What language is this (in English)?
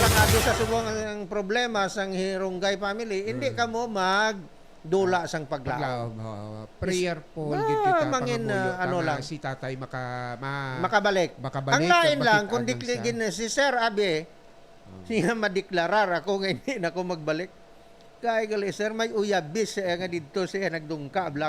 Hiligaynon